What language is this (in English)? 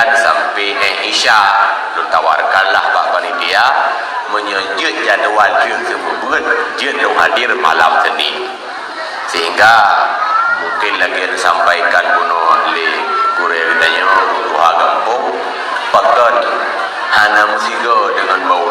Achinese